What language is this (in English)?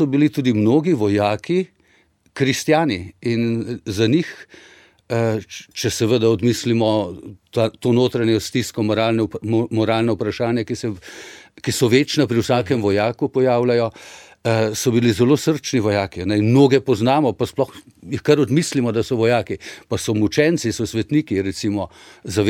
Slovenian